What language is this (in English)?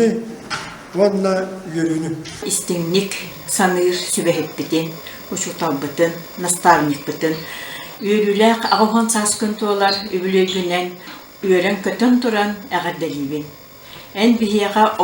Yakut